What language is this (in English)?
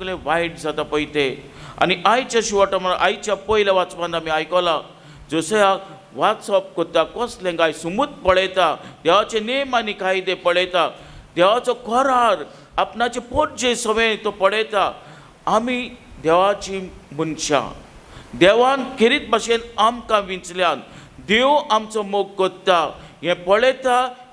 Konkani